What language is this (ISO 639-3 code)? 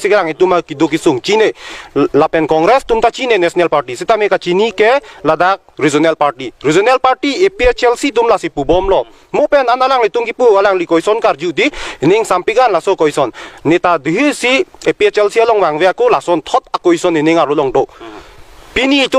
mjw